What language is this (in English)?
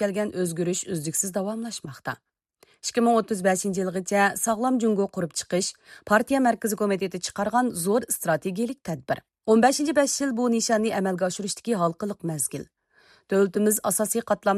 Uyghur